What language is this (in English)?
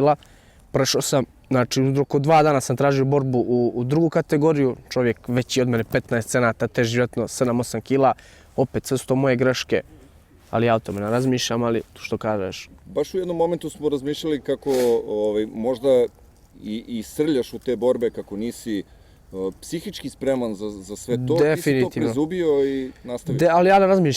Bosnian